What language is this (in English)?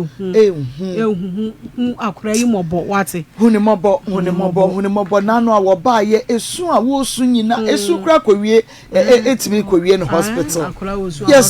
Akan